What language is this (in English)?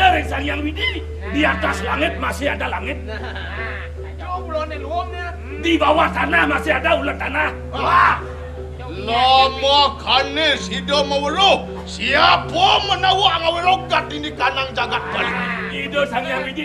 Balinese